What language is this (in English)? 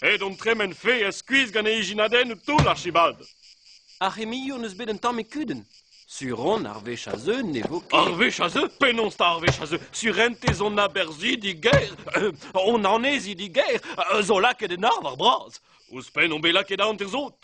Breton